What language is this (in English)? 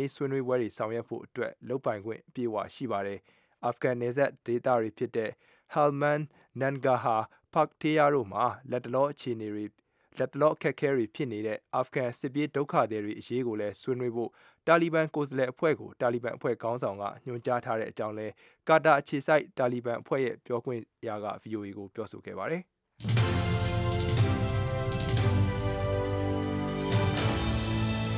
Burmese